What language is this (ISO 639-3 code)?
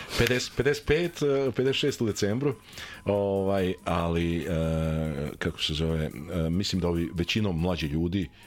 srp